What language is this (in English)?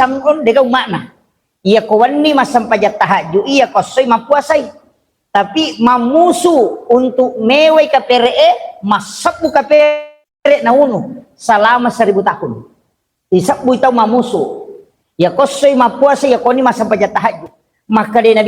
Buginese